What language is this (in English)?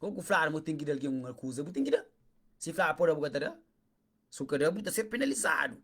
Kabuverdianu